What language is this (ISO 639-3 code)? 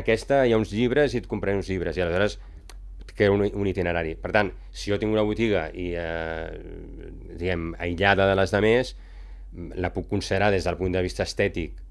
cat